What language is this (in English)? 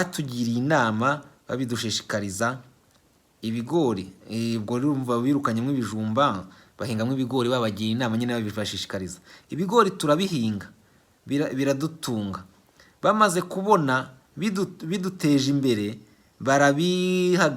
Kinyarwanda